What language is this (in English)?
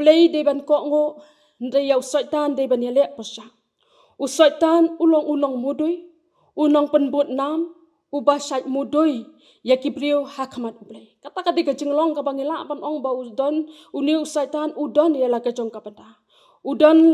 Khasi